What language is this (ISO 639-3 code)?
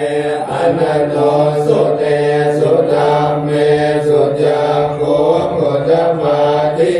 pli